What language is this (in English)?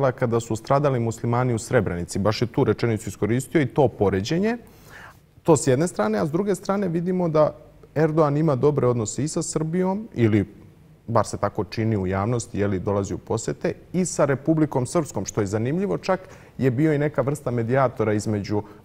Bosnian